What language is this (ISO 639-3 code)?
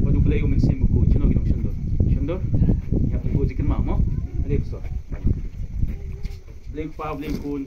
kha